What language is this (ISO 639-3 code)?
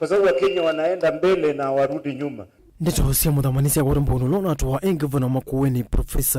kam